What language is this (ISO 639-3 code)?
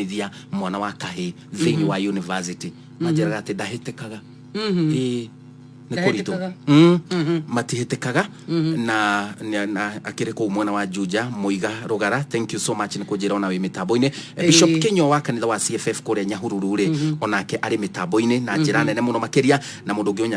kik